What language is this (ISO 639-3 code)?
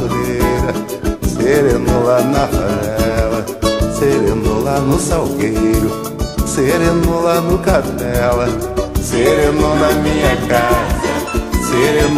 por